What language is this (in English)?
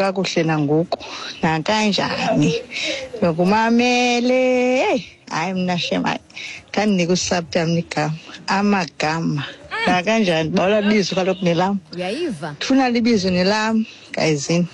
Xhosa